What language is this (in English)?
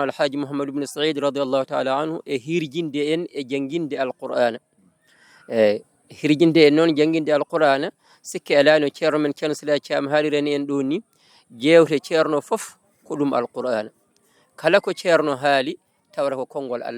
Fula